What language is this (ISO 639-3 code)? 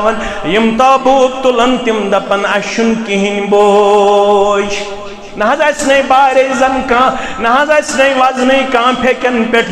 kas